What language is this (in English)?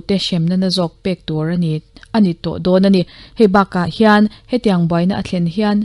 Mizo